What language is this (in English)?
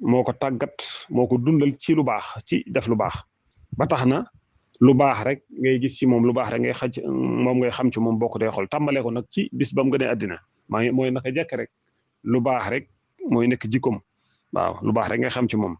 Wolof